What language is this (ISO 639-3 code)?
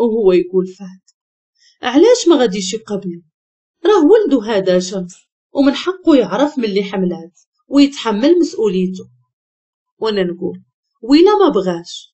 ary